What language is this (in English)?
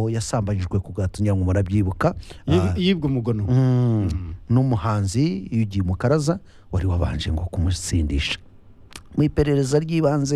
Kinyarwanda